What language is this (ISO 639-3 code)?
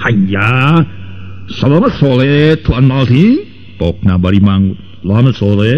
sun